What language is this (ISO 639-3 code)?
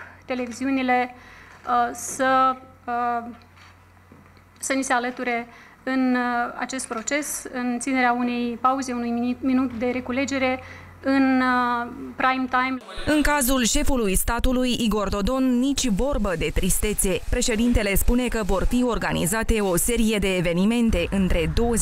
ron